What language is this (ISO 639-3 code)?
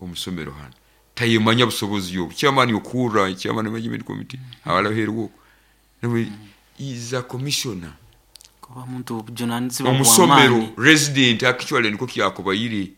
nyo